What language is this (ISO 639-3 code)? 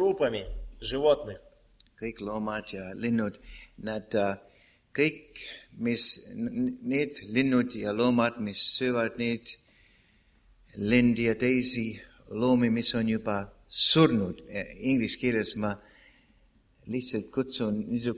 est